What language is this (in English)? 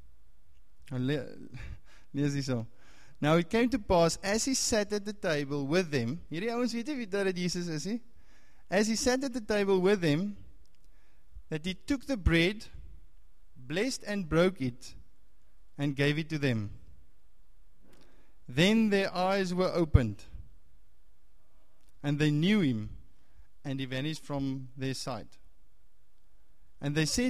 Afrikaans